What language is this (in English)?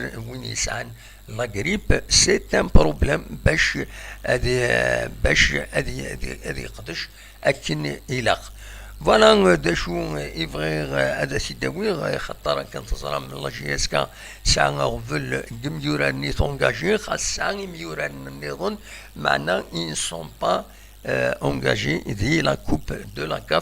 Kabyle